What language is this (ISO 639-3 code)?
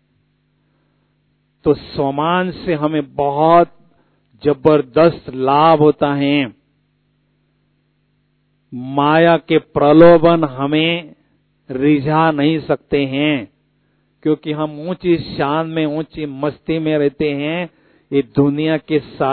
hin